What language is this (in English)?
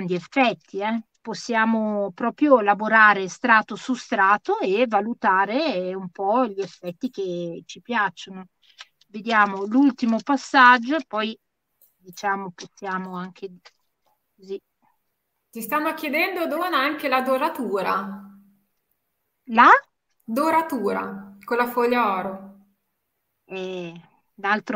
Italian